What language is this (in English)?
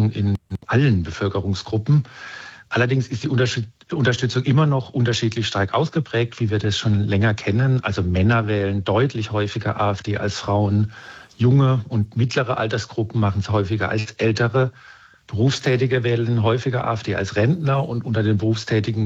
German